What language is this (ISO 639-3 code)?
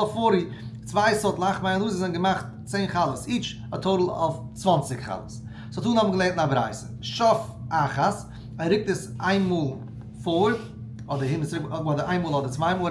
yid